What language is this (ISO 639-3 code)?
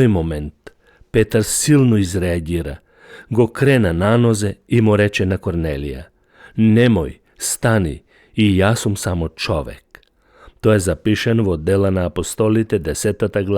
mkd